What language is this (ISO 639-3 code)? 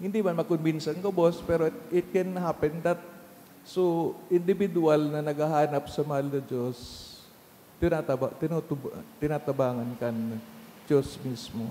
bik